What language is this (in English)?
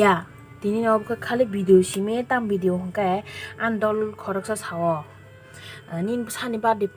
Kok Borok